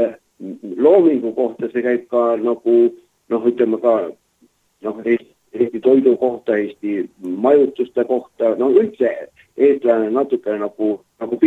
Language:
Estonian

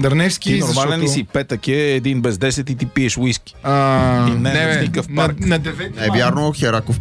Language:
Bulgarian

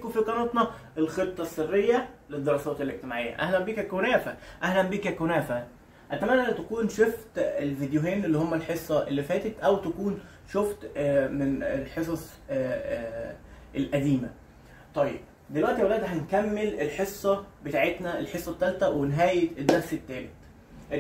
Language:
Egyptian Arabic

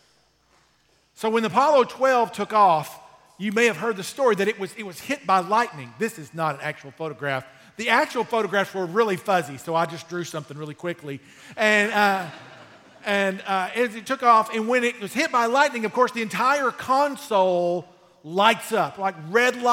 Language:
English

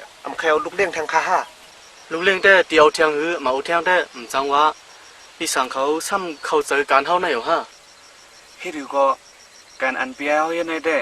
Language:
Shan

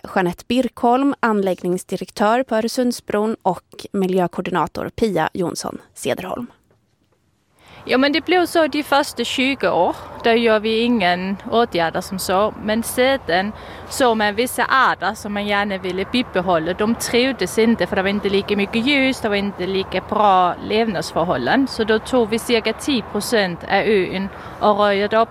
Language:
Swedish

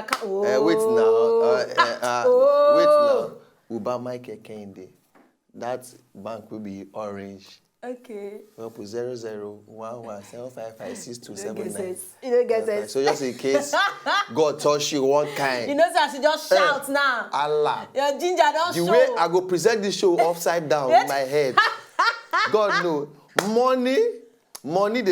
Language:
Nigerian Pidgin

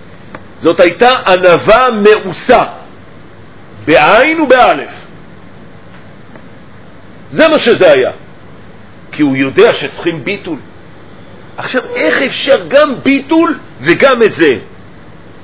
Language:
Hebrew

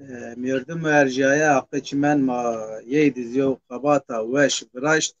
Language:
Zaza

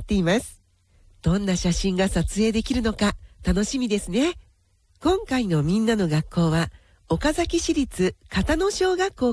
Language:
Japanese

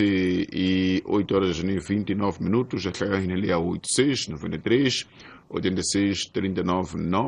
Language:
Tsonga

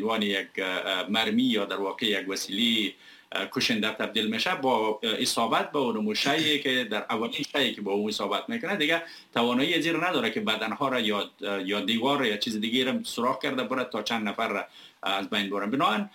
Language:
Persian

